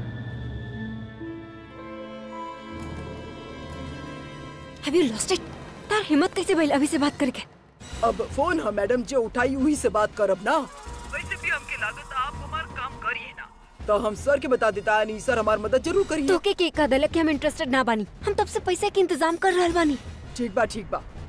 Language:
Bhojpuri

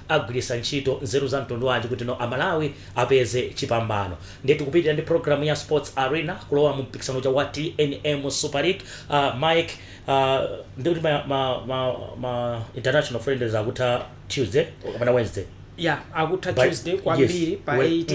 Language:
Nyanja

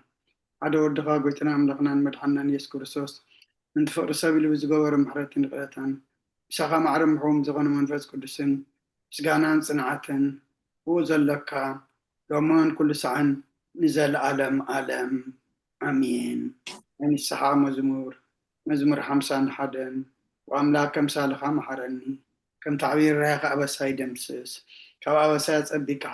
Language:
Tigrinya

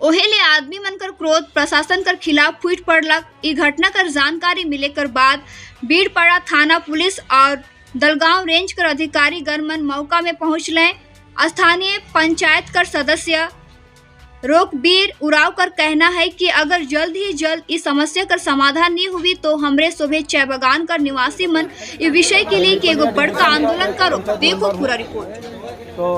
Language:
Sadri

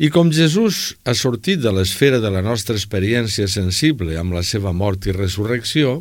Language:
Catalan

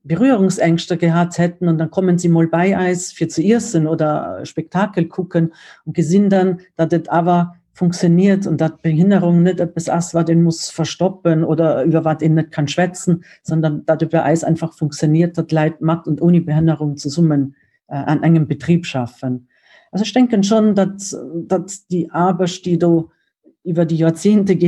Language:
Luxembourgish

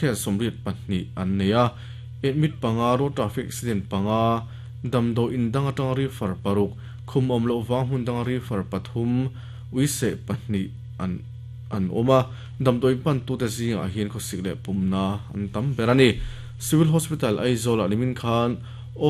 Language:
Mizo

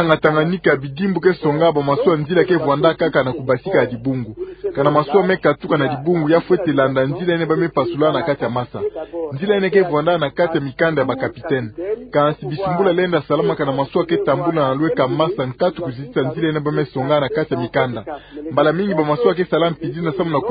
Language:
Kituba (Democratic Republic of Congo)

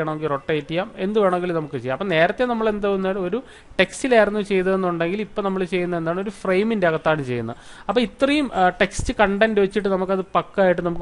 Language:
Malayalam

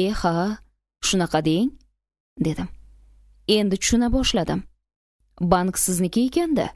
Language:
Uzbek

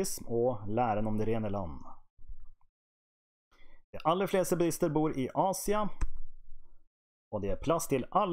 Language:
Norwegian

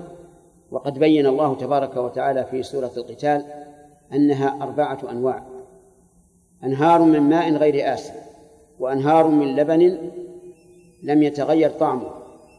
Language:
Arabic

